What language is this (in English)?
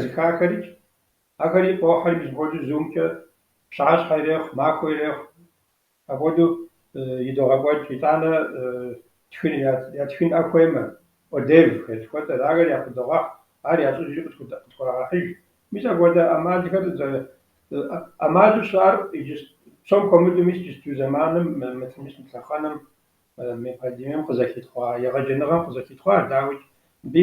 Kabardian